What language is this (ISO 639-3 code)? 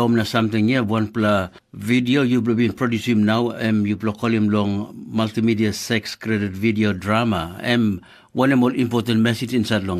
tpi